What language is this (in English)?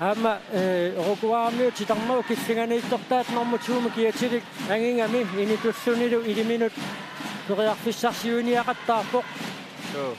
Kalaallisut